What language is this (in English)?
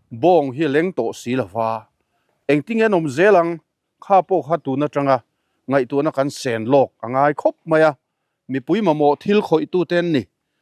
Mizo